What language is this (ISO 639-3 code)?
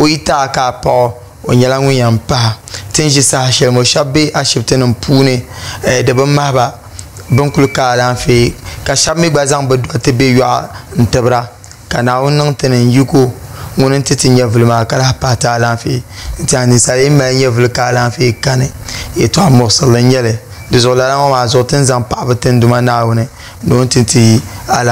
dag